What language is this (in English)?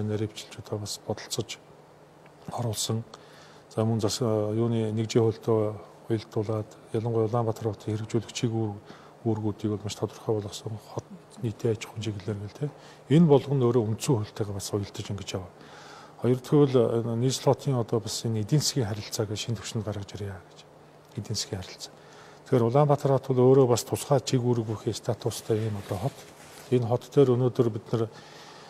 Mongolian